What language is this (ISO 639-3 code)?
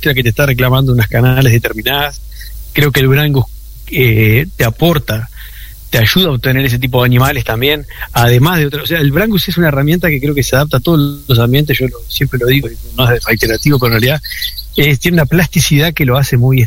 spa